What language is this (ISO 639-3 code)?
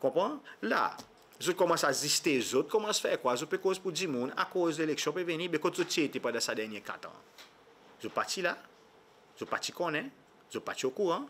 crs